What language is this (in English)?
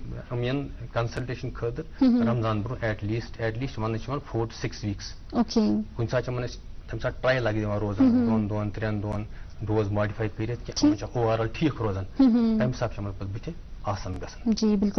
Kashmiri